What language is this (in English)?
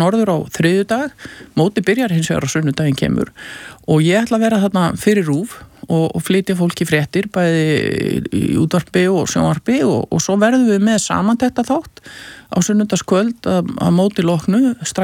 Icelandic